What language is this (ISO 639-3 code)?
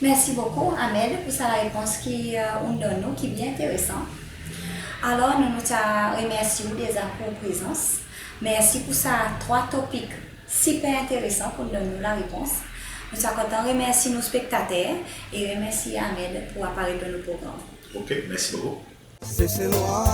crs